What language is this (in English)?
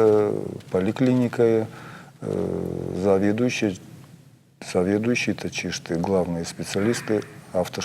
Ossetic